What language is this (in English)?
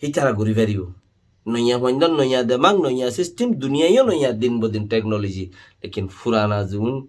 Rohingya